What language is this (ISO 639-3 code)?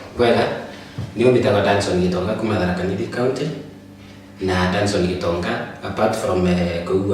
mer